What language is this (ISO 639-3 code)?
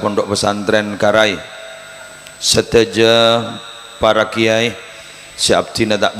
mad